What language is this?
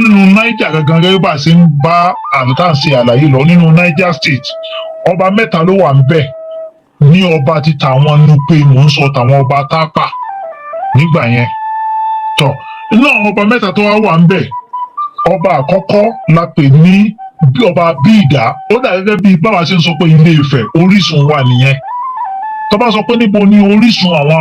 Yoruba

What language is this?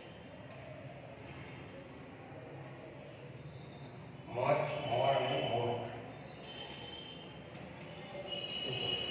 Gujarati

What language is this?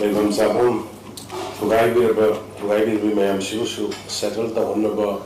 Manipuri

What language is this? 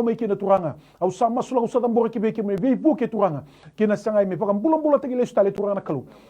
Fijian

